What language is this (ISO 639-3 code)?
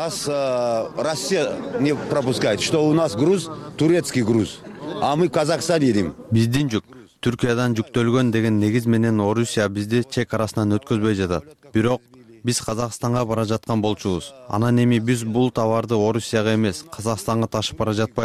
kir